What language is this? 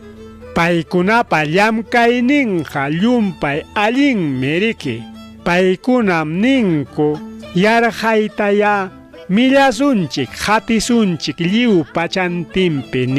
Ayacucho Quechua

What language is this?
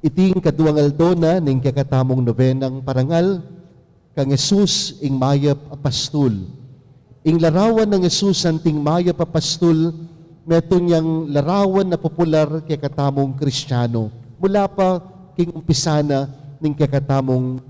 Pampanga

